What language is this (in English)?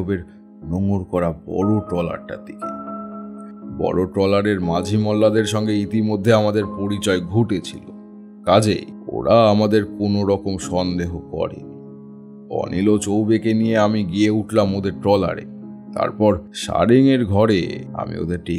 Bangla